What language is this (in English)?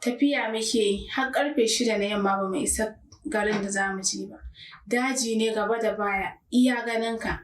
Hausa